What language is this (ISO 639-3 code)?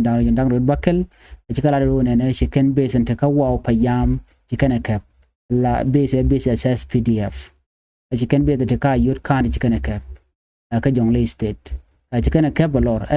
nus